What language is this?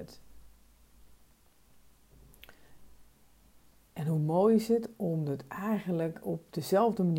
Dutch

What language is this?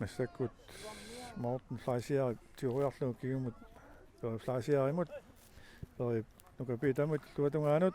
Kalaallisut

